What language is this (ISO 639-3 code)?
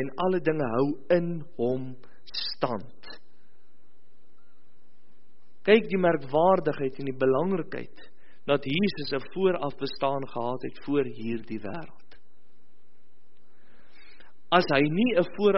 afr